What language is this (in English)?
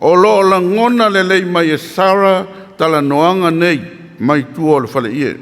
Samoan